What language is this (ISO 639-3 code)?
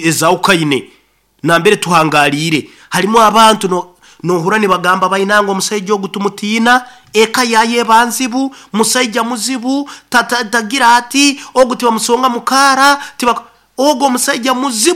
nyo